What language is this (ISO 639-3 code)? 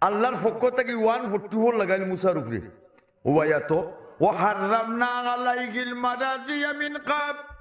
syl